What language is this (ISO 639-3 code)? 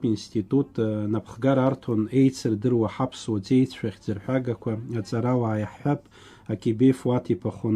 abk